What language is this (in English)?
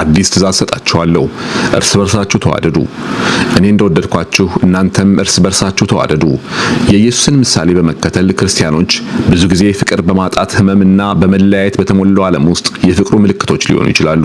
Amharic